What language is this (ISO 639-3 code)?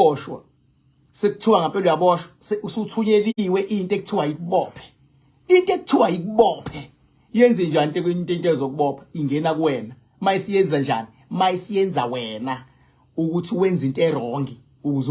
zul